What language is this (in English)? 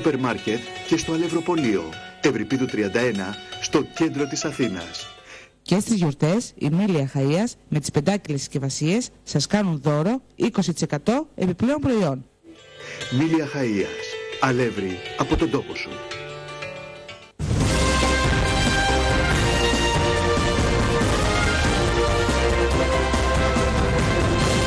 Greek